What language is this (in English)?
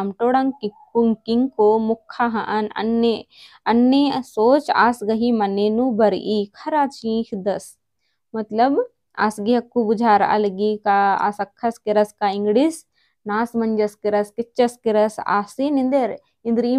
Kurukh